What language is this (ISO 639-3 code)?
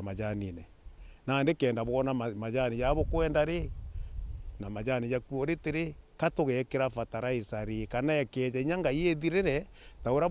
mer